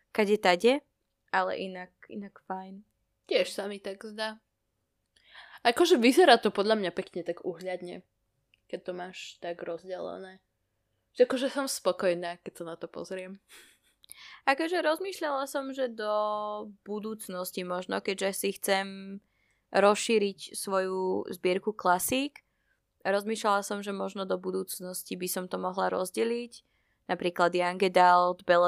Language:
Slovak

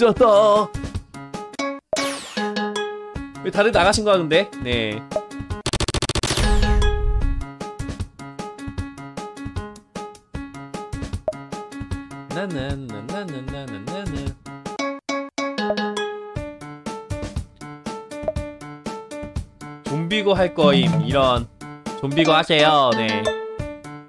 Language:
Korean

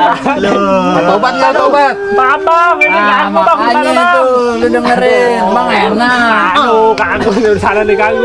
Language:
Betawi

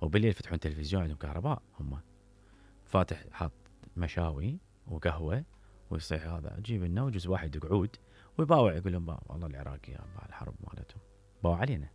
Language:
Mesopotamian Arabic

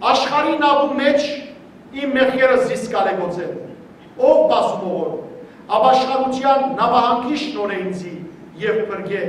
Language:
Western Armenian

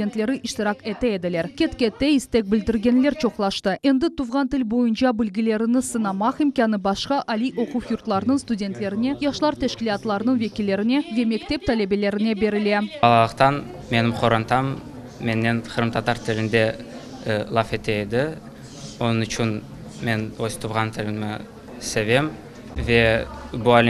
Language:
Crimean Tatar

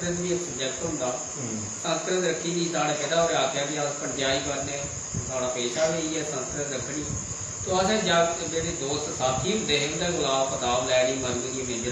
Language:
Dogri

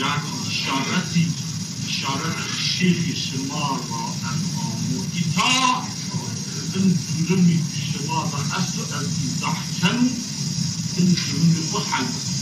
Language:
Zaza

